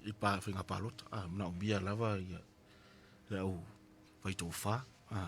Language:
Samoan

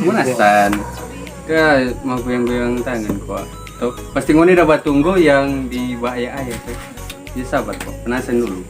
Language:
Manado Malay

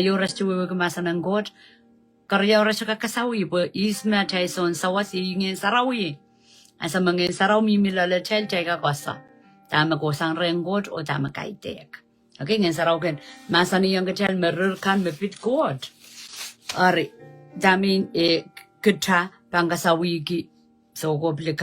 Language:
Pohnpeian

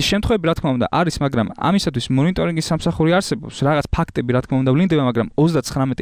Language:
Georgian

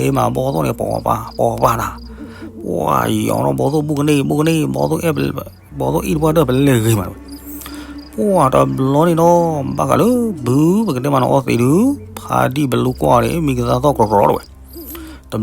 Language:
S'gaw Karen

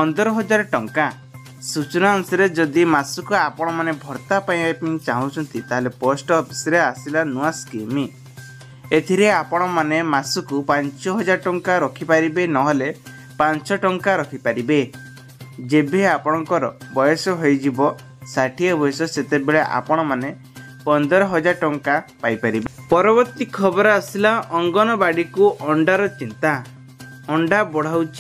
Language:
Odia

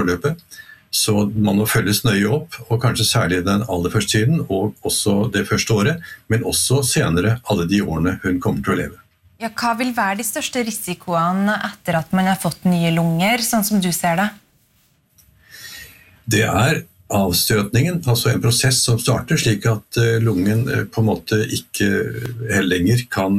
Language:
Norwegian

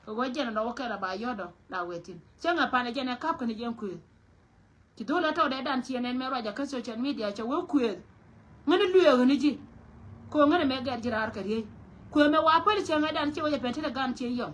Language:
Nuer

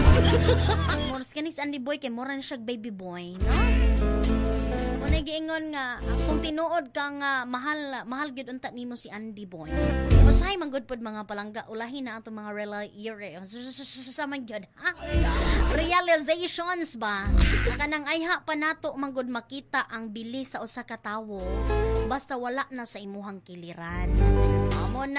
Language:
Cebuano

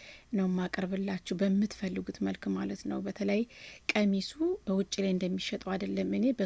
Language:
Amharic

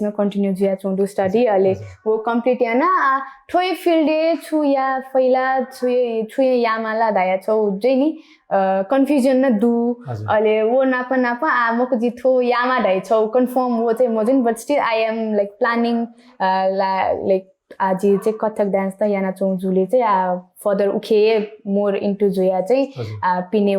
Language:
Newari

